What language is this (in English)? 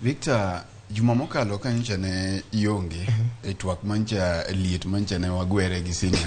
Luo (Kenya and Tanzania)